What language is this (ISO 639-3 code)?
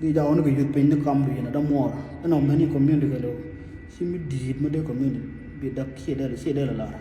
nus